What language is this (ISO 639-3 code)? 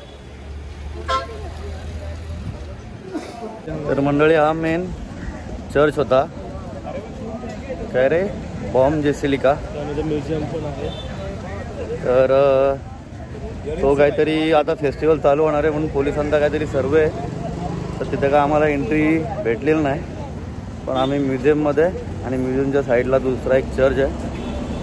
mar